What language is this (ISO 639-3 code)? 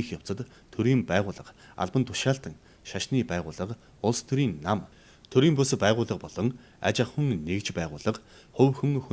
mon